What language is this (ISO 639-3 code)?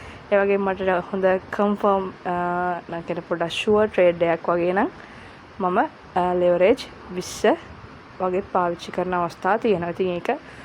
sin